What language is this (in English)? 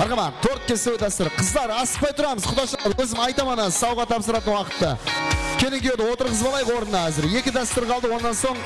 Kara-Kalpak